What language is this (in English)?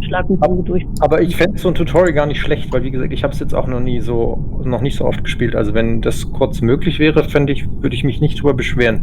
Swiss German